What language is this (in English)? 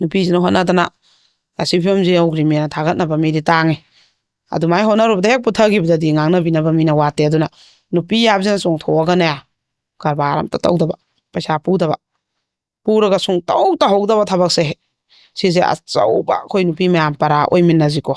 Manipuri